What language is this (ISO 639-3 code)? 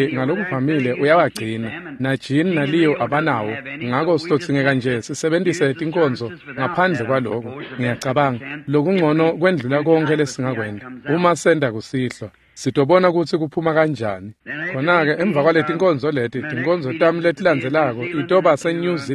ssw